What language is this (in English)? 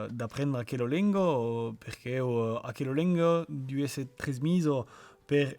Occitan